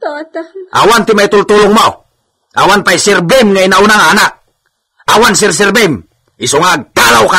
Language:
Iloko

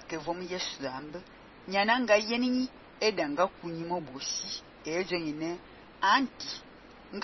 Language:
Fang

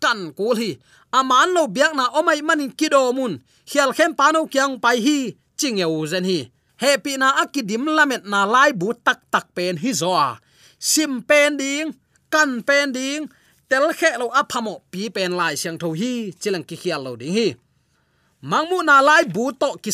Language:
Tedim Chin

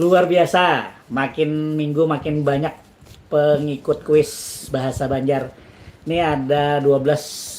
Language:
Banjar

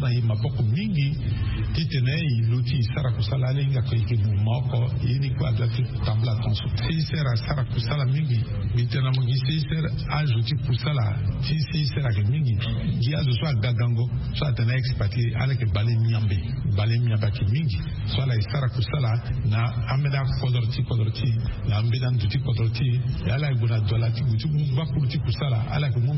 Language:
Sango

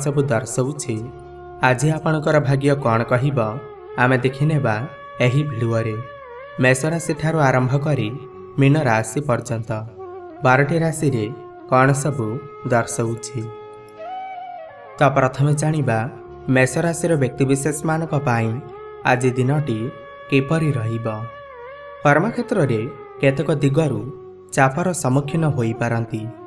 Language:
Odia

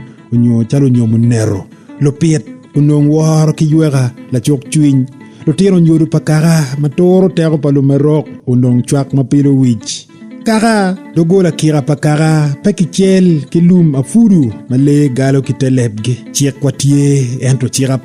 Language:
Acoli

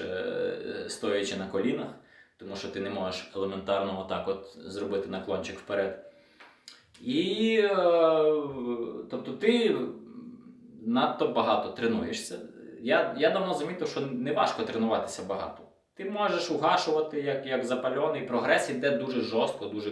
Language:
Ukrainian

